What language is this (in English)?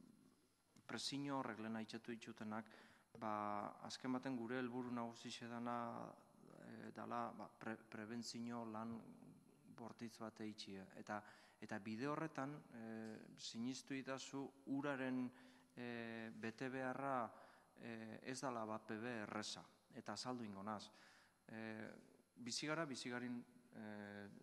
Basque